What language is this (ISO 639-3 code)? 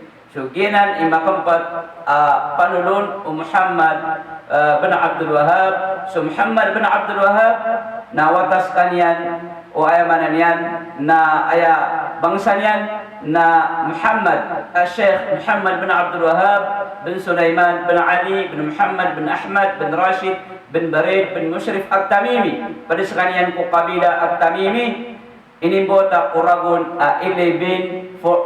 mrw